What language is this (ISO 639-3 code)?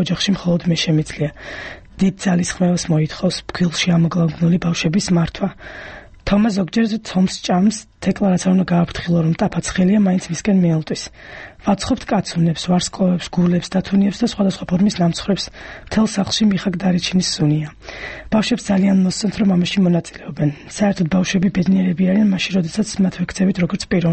kat